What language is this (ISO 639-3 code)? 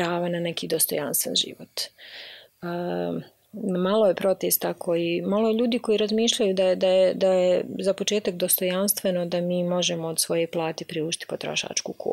bos